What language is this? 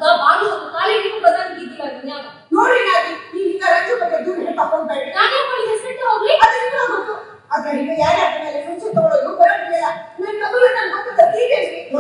Kannada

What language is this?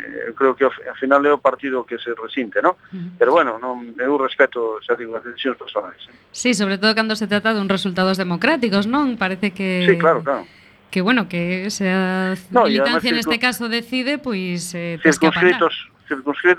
Galician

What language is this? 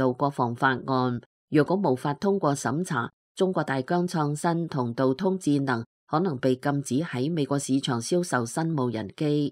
Cantonese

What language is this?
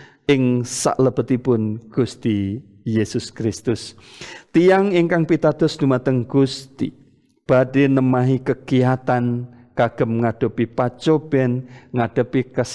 Javanese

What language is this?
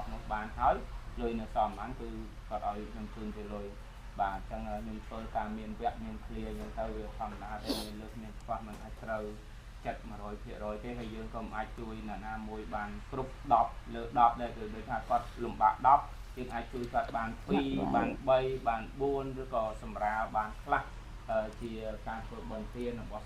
Khmer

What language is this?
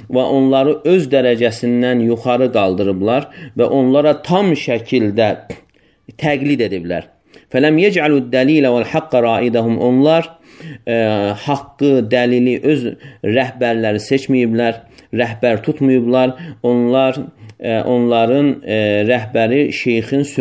Azerbaijani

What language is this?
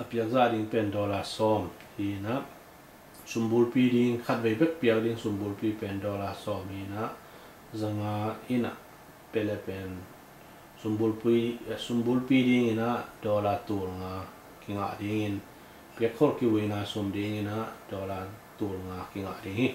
Tedim Chin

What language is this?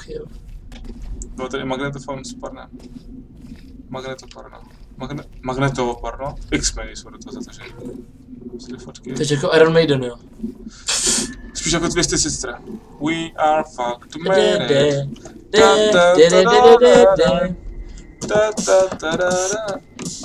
Czech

